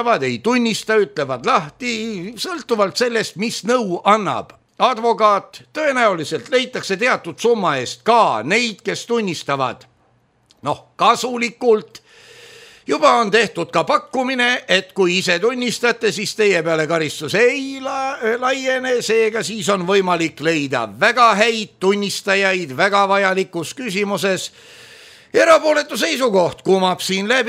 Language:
Estonian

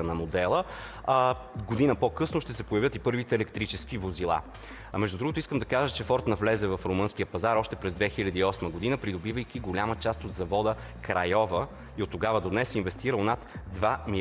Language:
Bulgarian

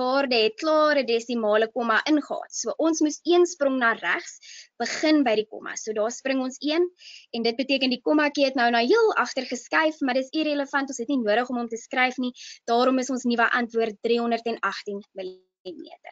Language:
Afrikaans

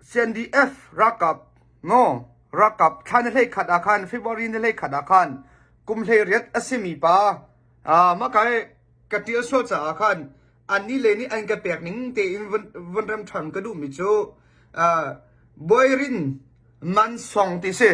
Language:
Hakha Chin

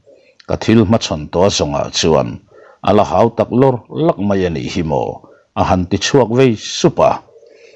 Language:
Mizo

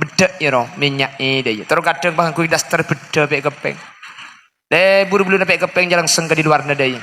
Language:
Madurese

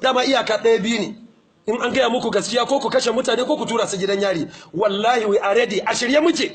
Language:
Hausa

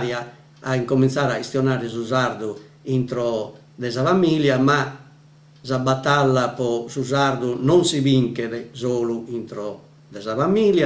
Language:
Sardinian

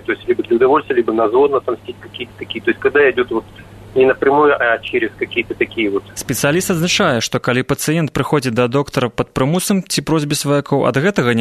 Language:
Belarusian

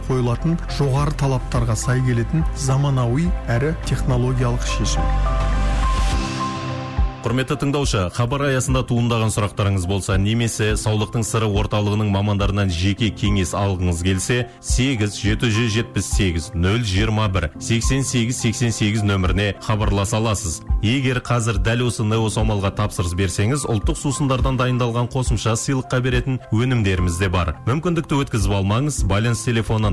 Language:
Kazakh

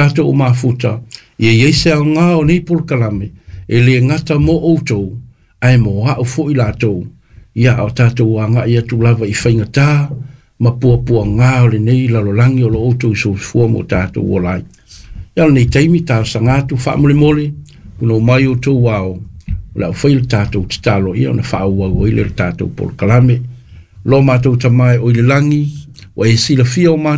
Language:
Samoan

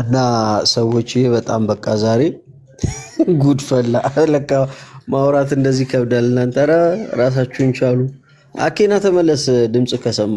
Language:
Amharic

